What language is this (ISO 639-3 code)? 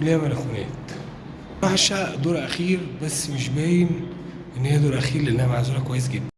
arz